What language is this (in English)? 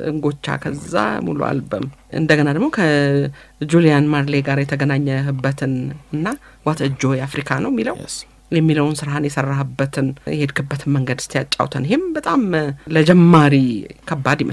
Amharic